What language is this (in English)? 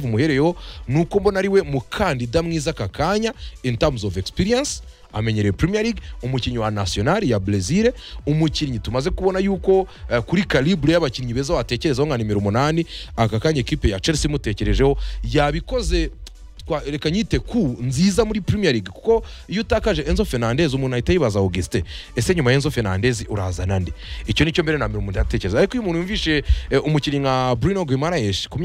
Kinyarwanda